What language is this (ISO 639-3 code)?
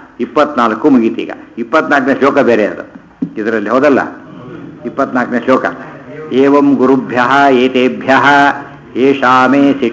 kan